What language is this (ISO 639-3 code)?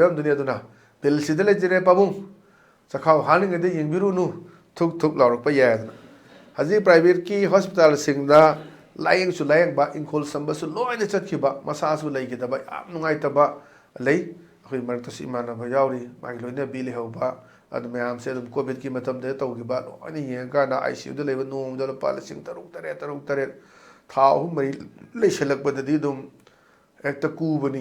mni